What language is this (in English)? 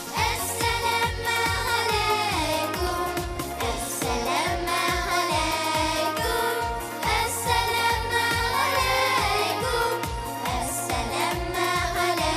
Tatar